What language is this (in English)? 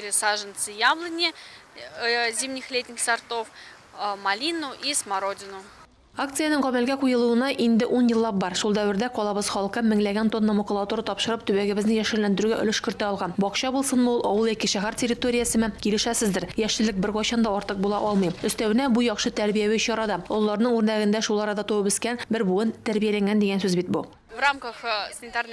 Tatar